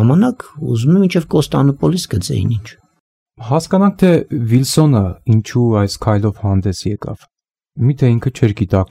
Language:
Armenian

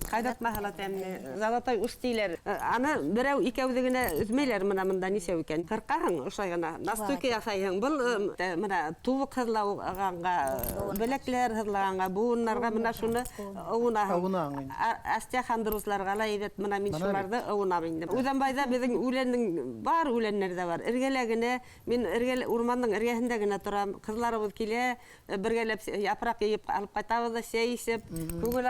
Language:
Bashkir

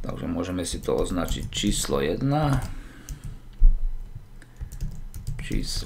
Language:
Slovak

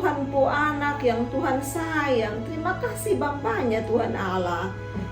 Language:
Kupang Malay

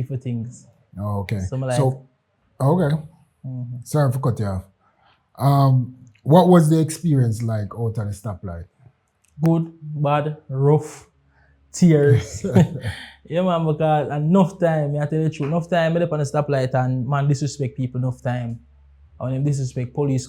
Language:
Jamaican Creole English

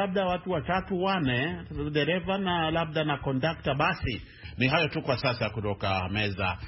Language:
Swahili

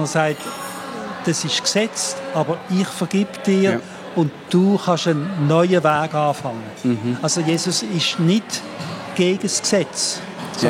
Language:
Swiss German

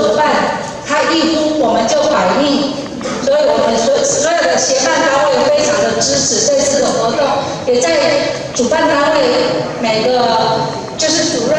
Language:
Chinese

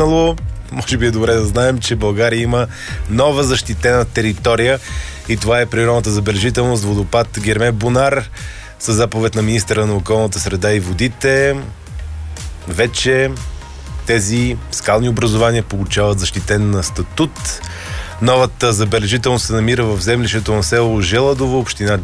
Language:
Bulgarian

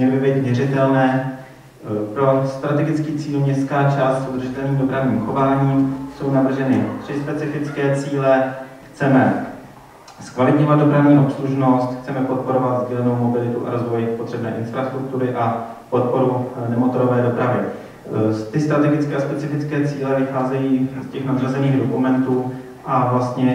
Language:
Czech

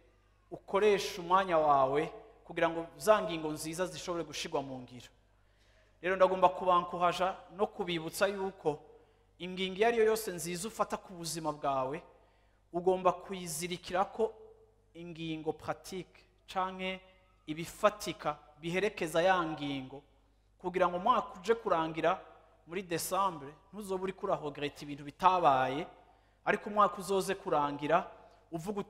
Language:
Rundi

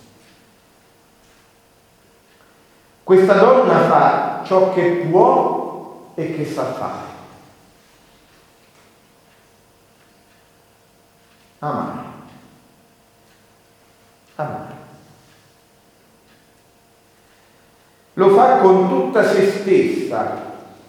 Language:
Italian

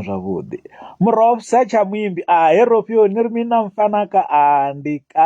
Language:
Venda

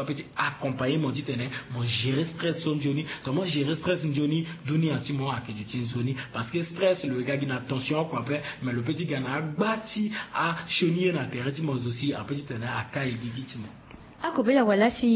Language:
Sango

